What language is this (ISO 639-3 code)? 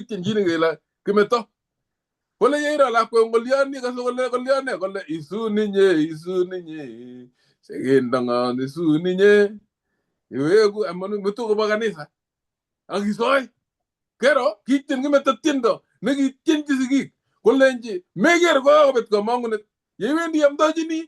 kln